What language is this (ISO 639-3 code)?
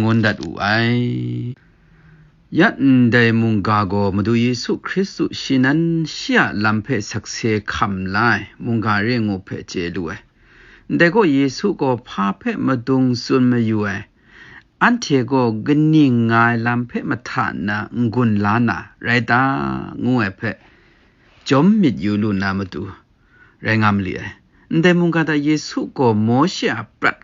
kac